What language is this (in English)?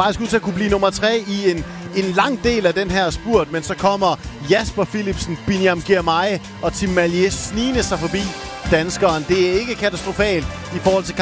Danish